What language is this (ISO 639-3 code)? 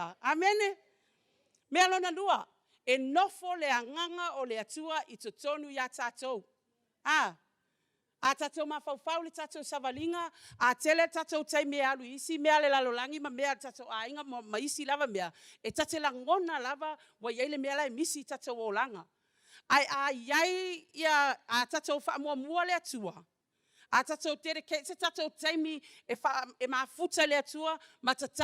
smo